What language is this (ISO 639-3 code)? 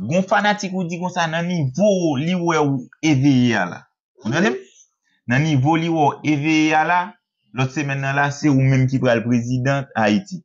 hat